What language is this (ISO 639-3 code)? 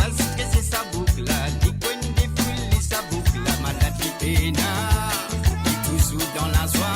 mfe